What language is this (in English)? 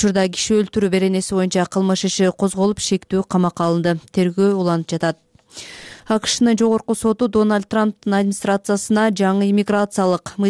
Kyrgyz